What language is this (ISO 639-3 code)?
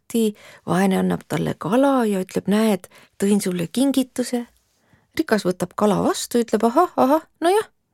est